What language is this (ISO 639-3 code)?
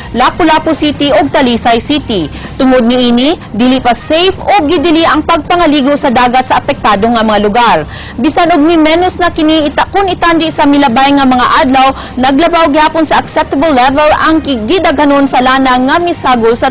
ceb